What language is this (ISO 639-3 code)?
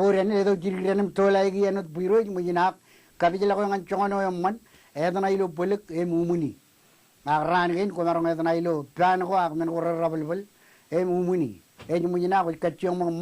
mah